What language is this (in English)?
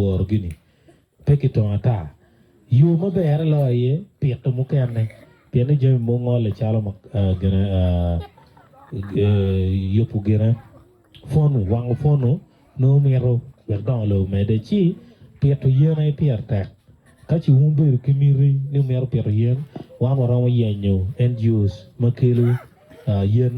Acoli